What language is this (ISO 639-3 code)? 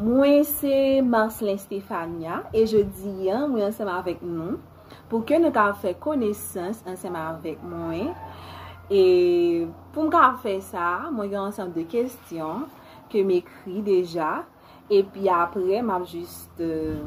hat